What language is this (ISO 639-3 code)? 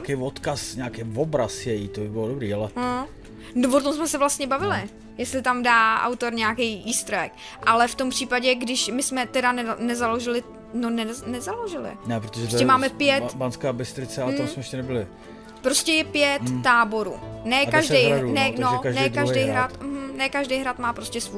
ces